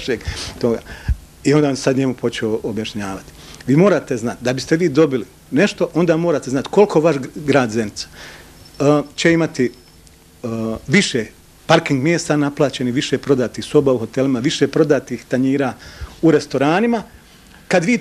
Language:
Bosnian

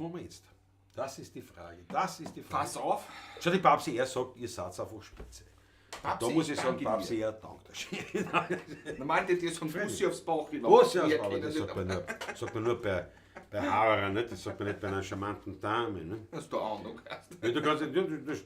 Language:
Bavarian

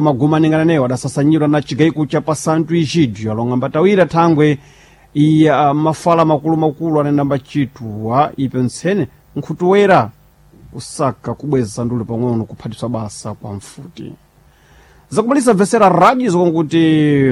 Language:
Sena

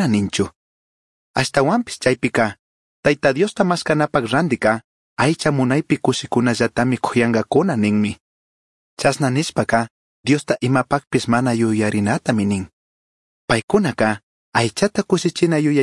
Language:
Chimborazo Highland Quichua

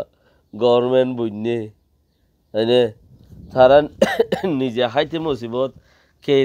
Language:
Rohingya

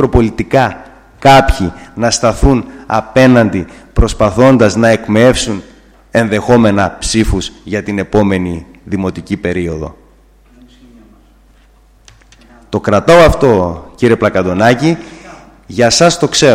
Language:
Greek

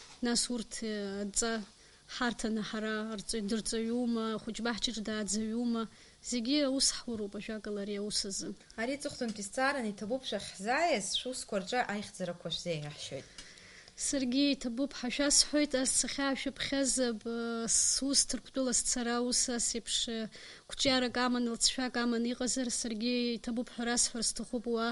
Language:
Abkhazian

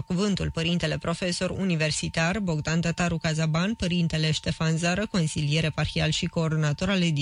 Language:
Romanian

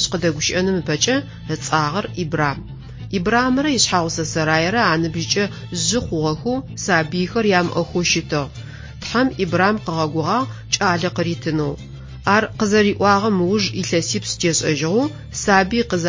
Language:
Adyghe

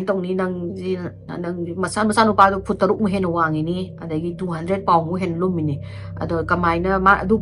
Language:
Manipuri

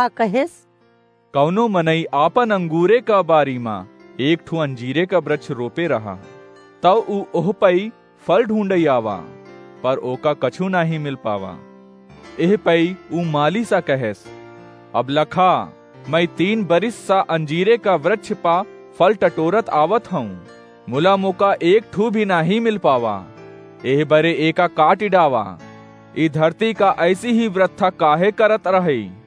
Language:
Awadhi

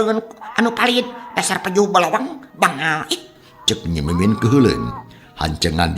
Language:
Sundanese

